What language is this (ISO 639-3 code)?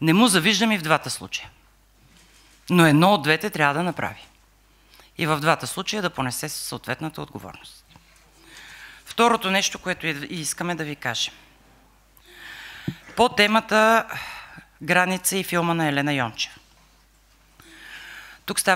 bul